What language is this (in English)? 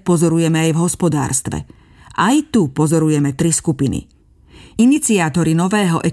Slovak